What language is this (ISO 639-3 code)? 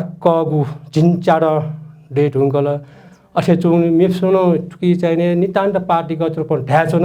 new